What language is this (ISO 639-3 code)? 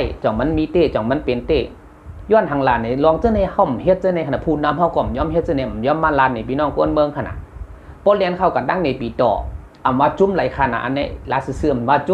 shn